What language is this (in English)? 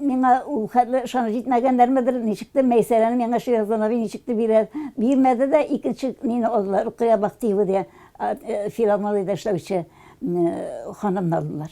Tatar